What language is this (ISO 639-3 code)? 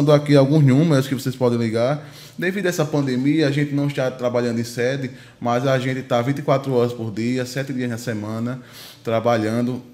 por